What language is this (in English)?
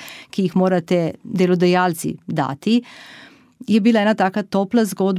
Slovenian